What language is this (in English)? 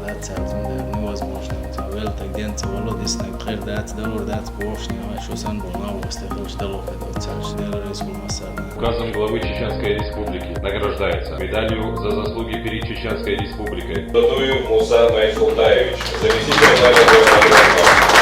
Chechen